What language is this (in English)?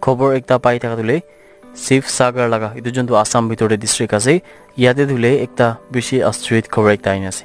Naga Pidgin